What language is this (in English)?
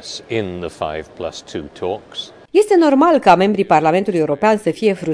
Romanian